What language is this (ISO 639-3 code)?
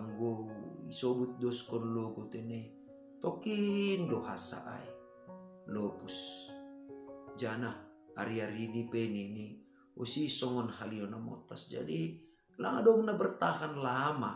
bts